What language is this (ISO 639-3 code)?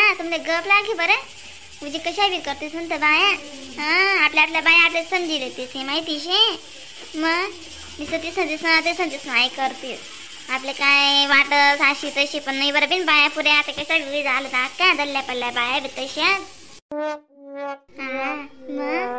khn